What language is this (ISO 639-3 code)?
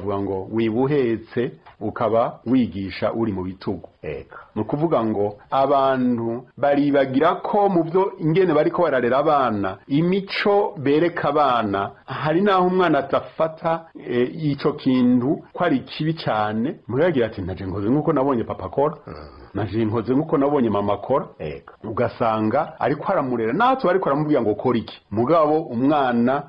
run